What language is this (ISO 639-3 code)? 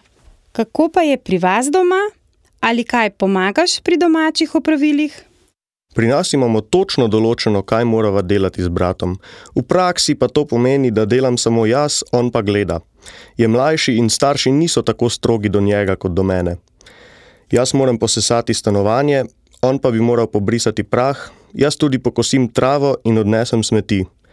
slv